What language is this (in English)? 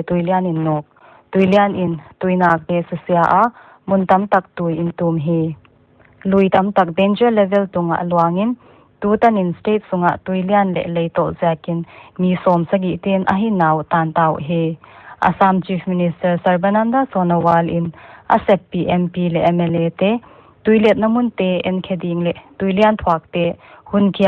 Paite Chin